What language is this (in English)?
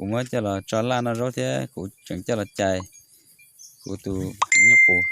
Hmong